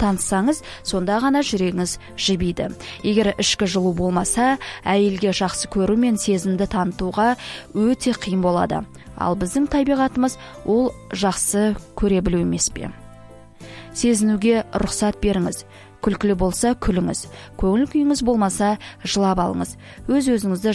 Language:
Kazakh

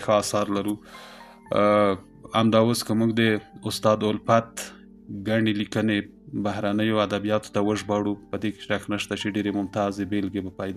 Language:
Pashto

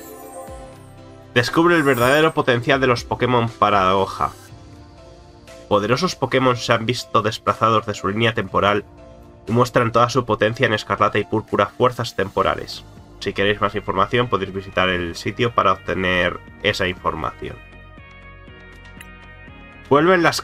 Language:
Spanish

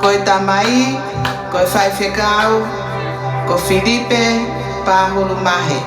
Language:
Tongan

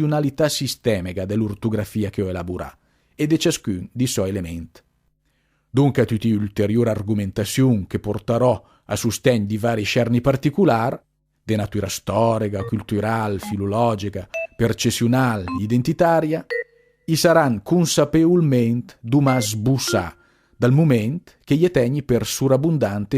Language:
Lombard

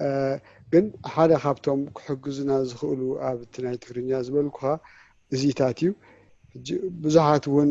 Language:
Tigrinya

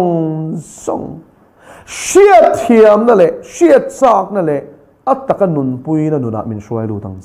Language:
Mizo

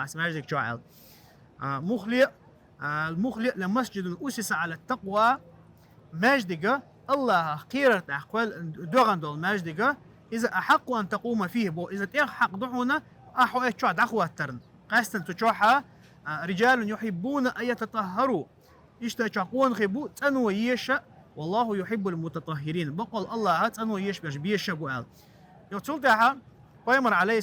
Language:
Chechen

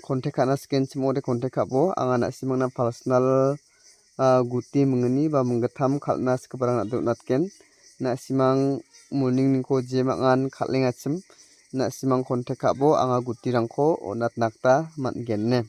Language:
Garo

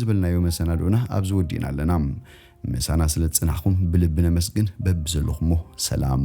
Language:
Tigrinya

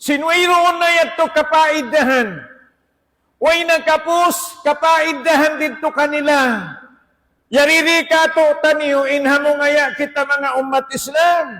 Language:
Tausug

